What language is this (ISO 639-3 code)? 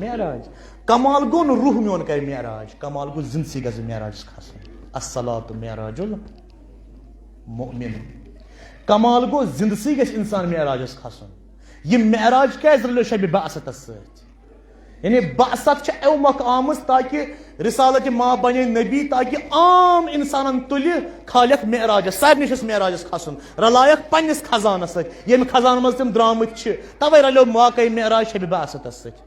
kas